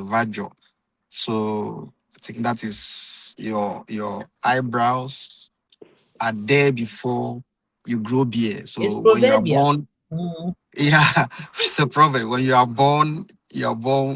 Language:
Ewe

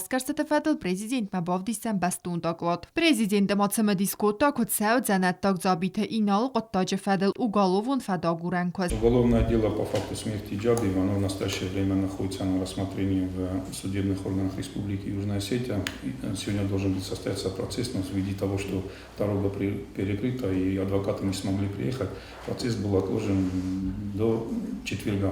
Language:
Ossetic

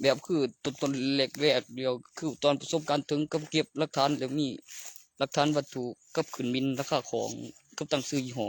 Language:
Northeastern Thai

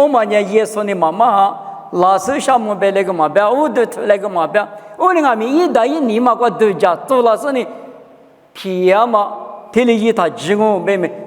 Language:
Lisu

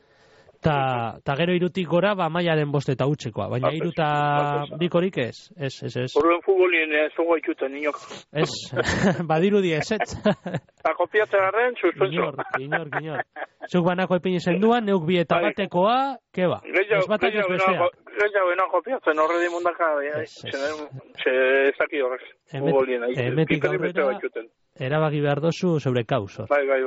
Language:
Basque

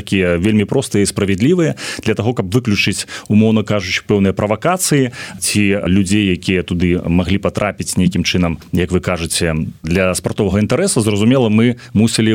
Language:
Belarusian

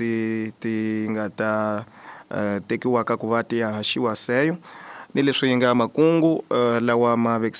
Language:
Tsonga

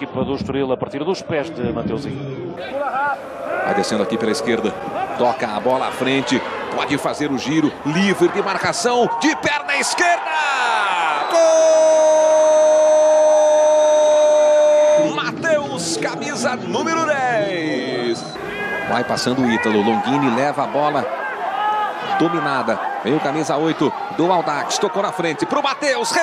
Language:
Portuguese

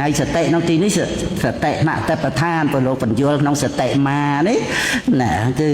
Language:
Khmer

